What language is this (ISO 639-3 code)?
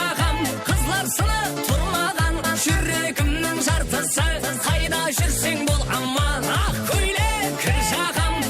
kaa